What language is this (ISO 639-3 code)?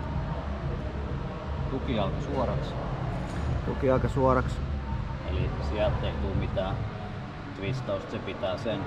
fin